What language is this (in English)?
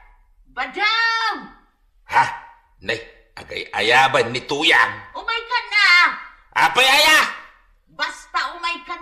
Iloko